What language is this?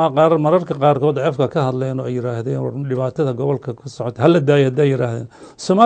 Somali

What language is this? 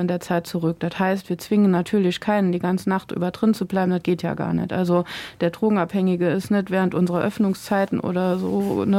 Luxembourgish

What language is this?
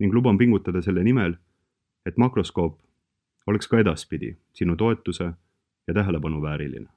Estonian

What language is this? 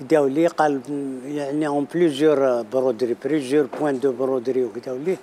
Algerian Arabic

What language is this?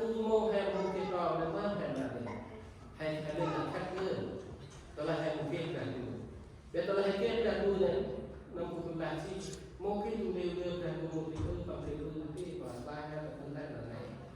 Central Mnong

